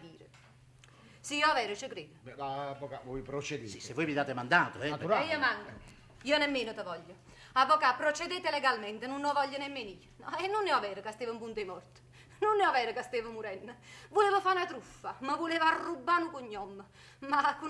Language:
Neapolitan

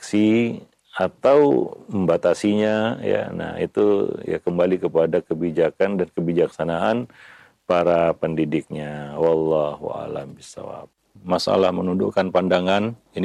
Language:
Indonesian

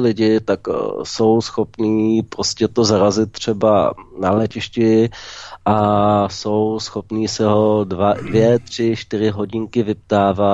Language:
Czech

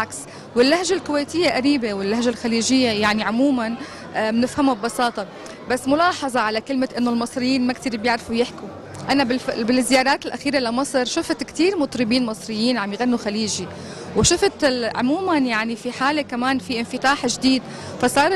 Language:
Egyptian Arabic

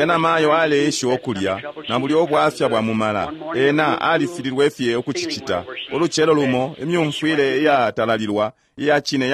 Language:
Bemba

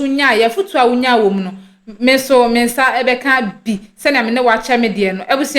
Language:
Akan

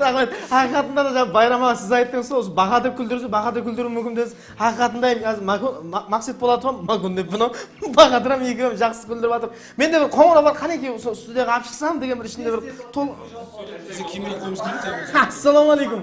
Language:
Kara-Kalpak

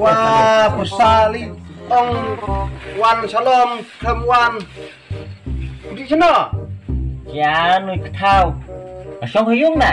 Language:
Khasi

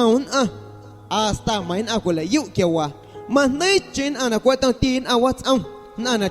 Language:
Guerrero Amuzgo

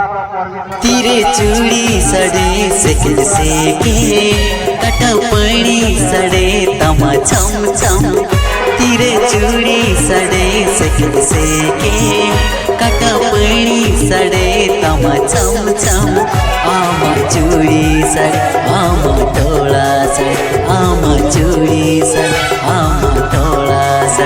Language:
Santali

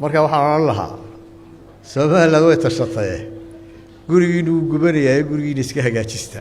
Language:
Somali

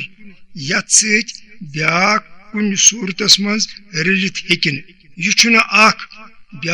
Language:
Kashmiri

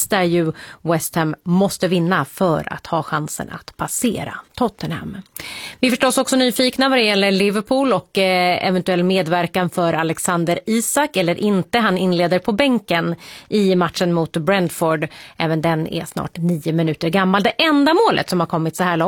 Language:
Swedish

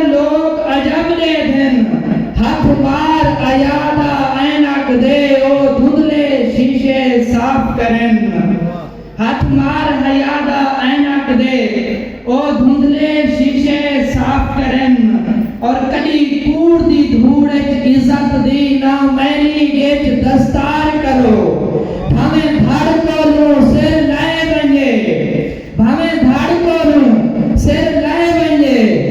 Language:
Saraiki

